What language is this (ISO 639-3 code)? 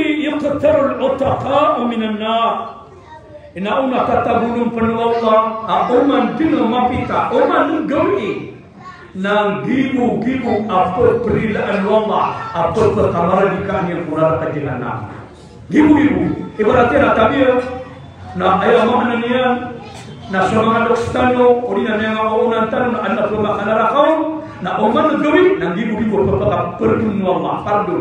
mrw